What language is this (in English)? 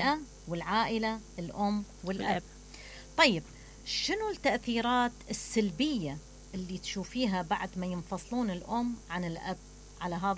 Mesopotamian Arabic